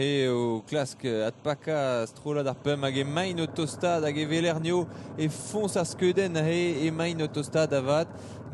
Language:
Breton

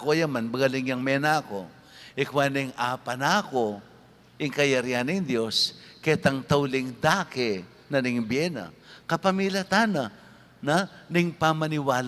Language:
Pampanga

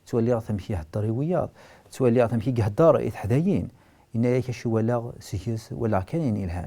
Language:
Kabyle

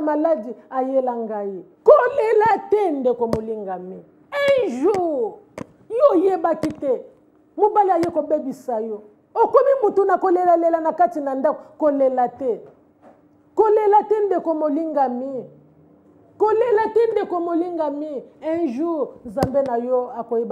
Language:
Lingala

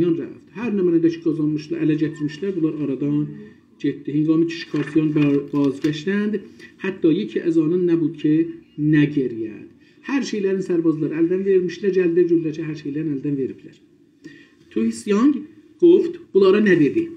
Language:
South Azerbaijani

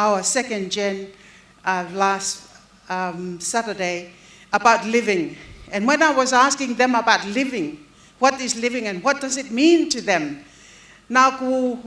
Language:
Tongan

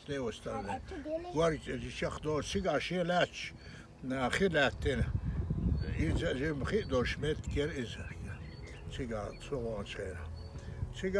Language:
Chechen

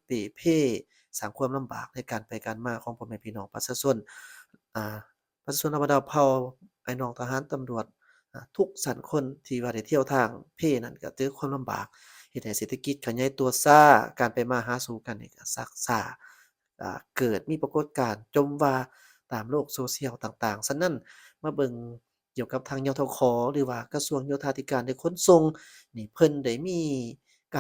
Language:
Lao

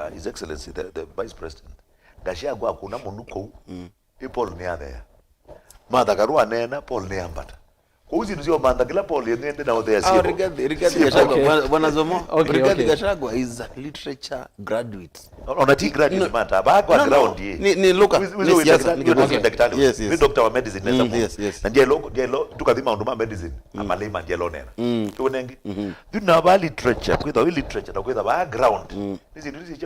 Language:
Kamba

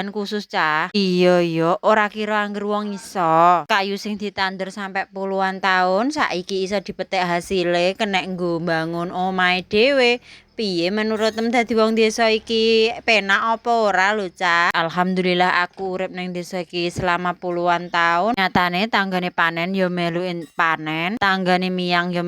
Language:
Javanese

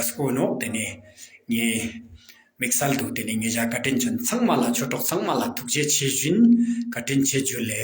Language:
Ladakhi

